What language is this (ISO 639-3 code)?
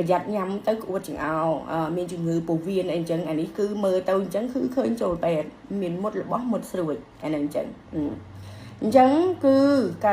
khm